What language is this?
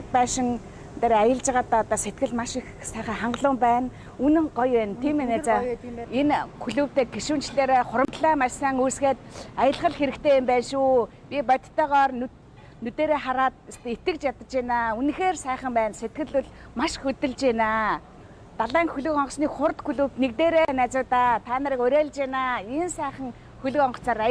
Mongolian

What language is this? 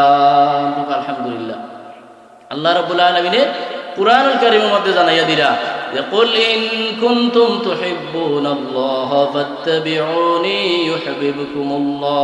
Sylheti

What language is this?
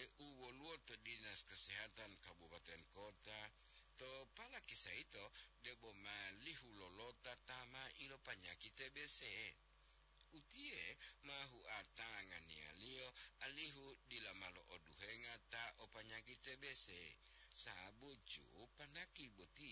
Gorontalo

